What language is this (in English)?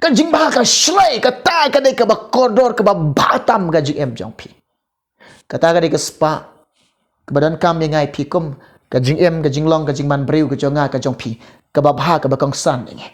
Khasi